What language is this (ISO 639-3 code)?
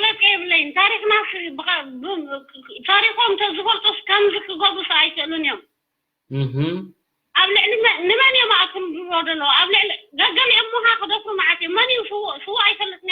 tir